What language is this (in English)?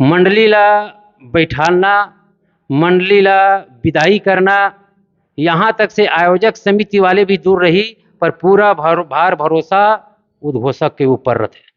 Chhattisgarhi